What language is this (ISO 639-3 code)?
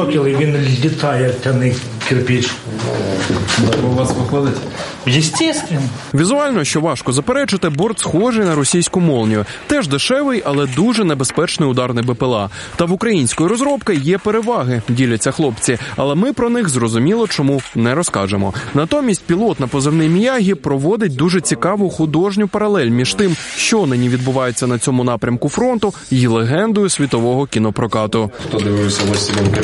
ukr